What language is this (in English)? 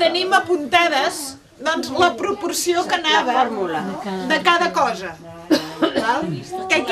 Catalan